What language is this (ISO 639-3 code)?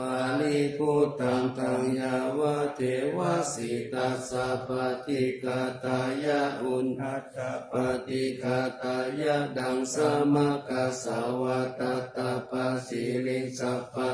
pli